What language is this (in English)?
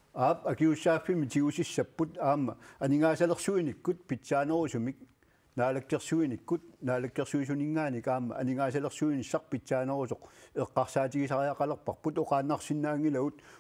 Kalaallisut